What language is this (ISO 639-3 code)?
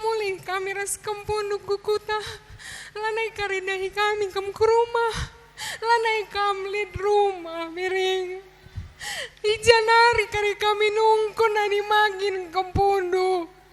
btx